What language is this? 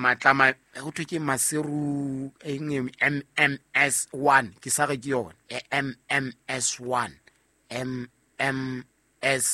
Southern Sotho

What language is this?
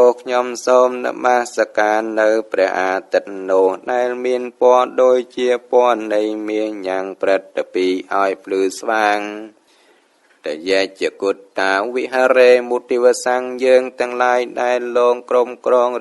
Khmer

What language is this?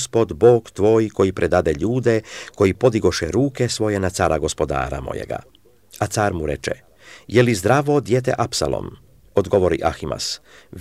Croatian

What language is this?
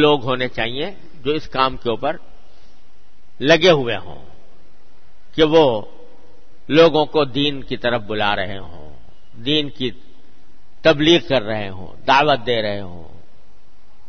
Urdu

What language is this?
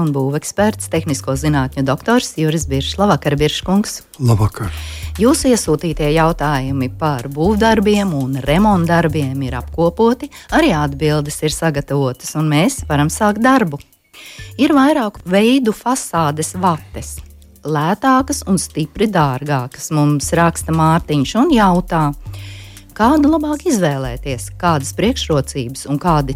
Latvian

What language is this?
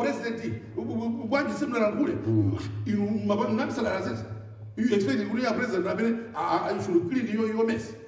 Nyanja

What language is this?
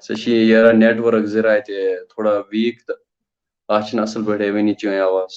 Kashmiri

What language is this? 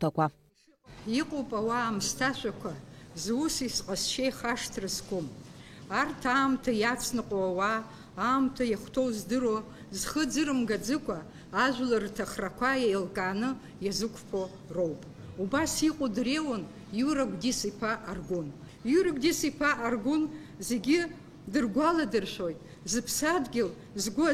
Abkhazian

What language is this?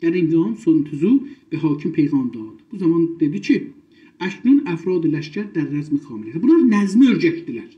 South Azerbaijani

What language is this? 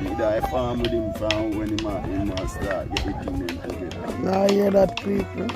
Jamaican Creole English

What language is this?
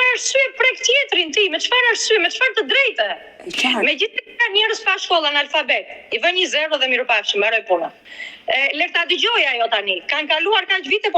Albanian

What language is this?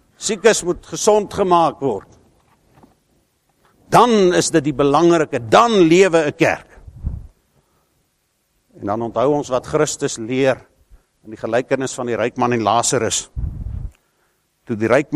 Afrikaans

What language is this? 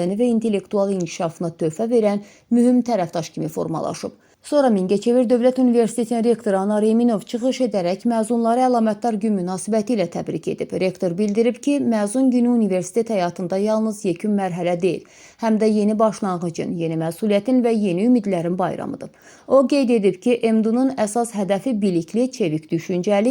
Azerbaijani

